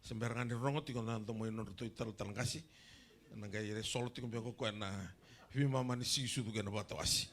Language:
Fijian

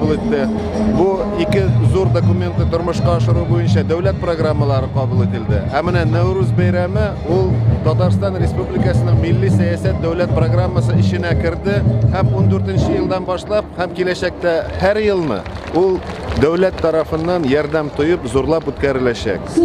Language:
Tatar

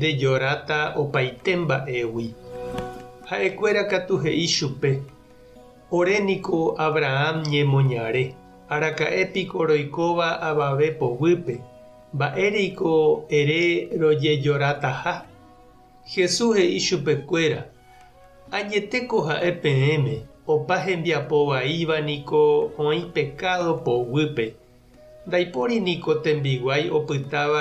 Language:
Guarani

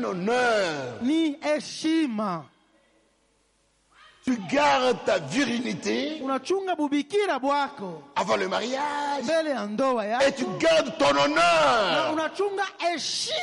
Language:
Swahili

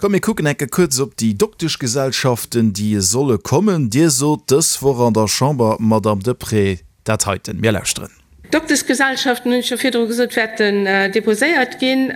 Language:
Luxembourgish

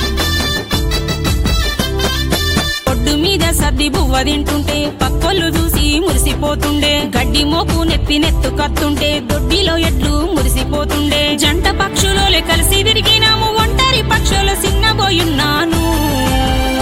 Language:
Telugu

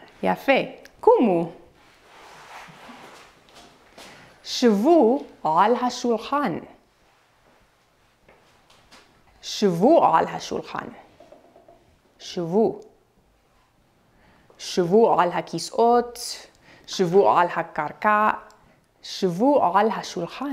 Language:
Hebrew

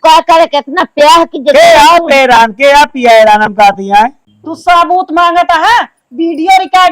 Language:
Awadhi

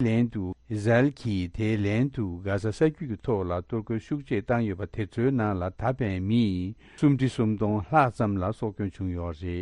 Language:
Tibetan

